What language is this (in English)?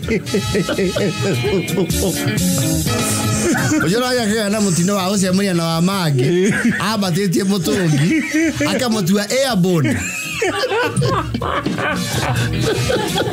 Kikuyu